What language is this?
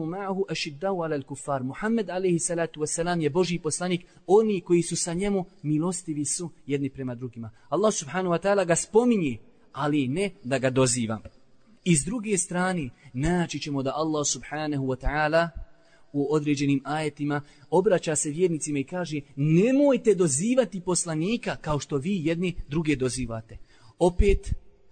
Bosnian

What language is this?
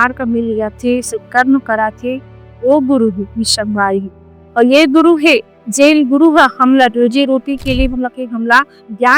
Chhattisgarhi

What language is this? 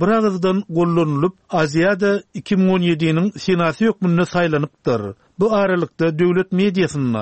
Turkmen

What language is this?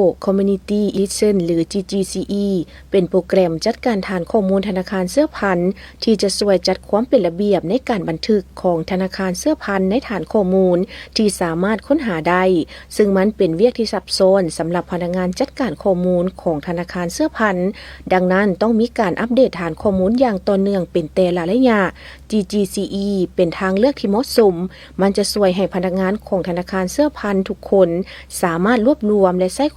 Lao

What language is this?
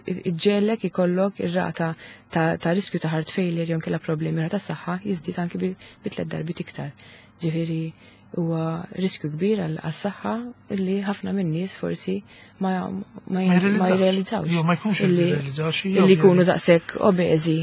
Maltese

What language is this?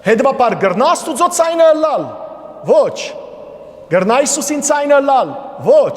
Western Armenian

